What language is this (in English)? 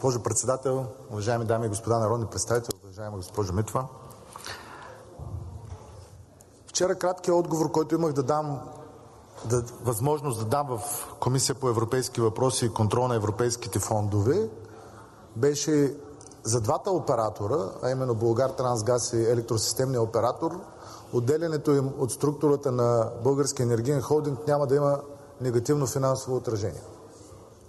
Bulgarian